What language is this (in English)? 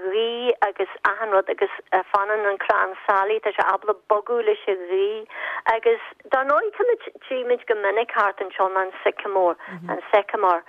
Irish